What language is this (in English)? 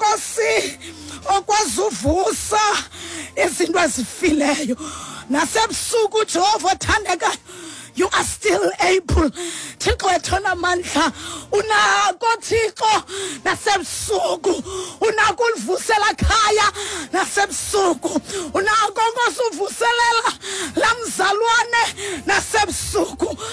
Xhosa